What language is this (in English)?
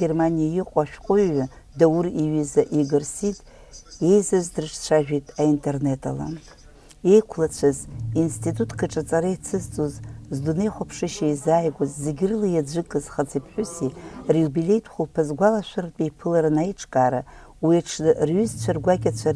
Abkhazian